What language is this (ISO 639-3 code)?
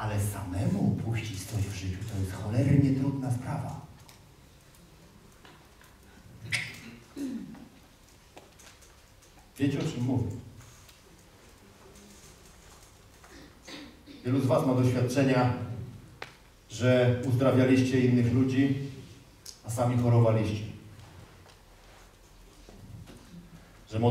pol